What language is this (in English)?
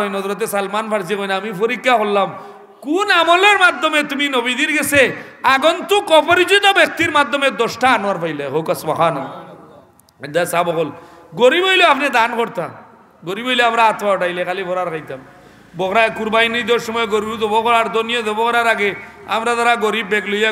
Sylheti